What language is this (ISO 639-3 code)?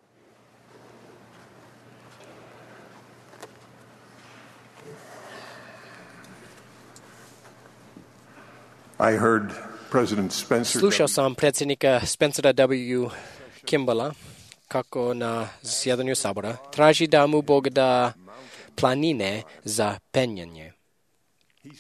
hrv